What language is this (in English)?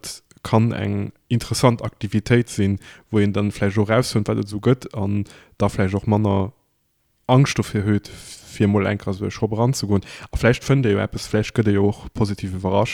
Luxembourgish